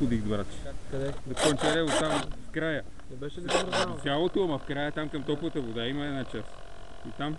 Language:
Bulgarian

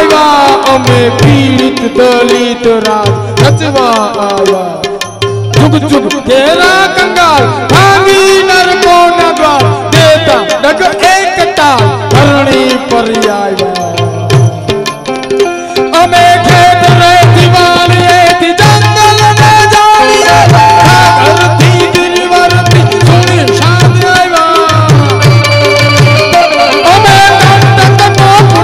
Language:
Gujarati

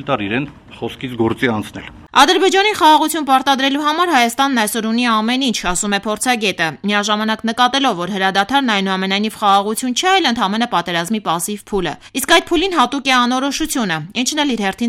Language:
Armenian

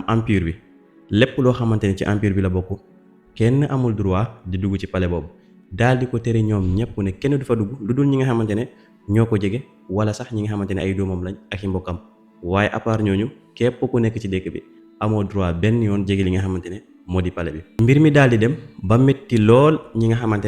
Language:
Wolof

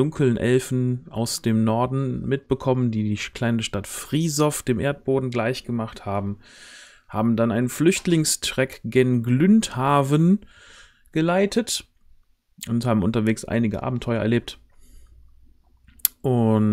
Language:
German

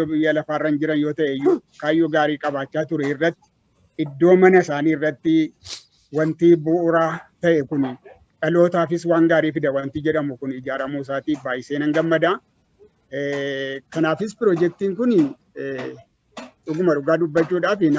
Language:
Oromo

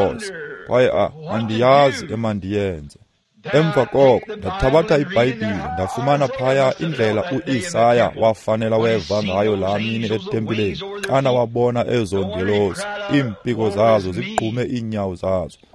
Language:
Xhosa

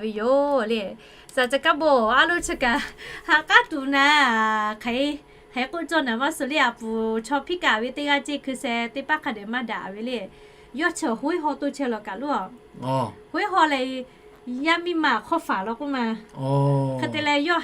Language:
Lahu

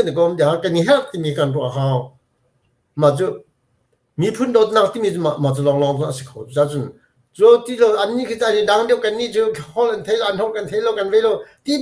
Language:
Hakha Chin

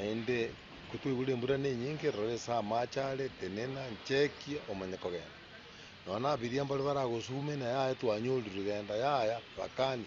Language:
Gusii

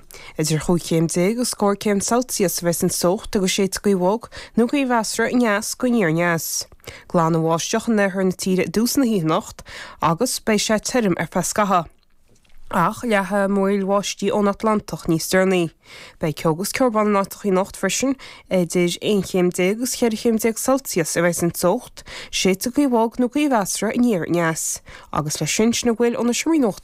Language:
Irish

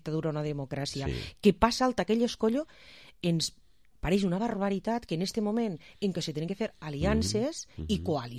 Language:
Catalan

